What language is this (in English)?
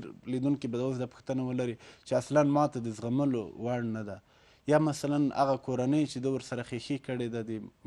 Pashto